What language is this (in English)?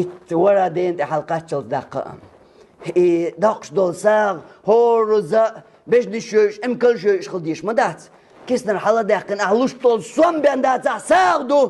Chechen